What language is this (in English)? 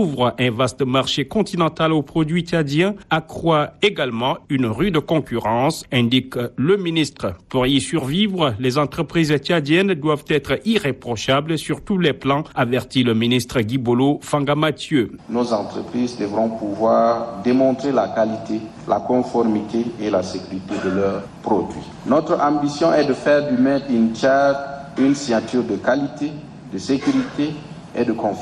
French